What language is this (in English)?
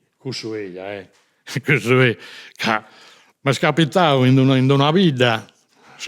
Sardinian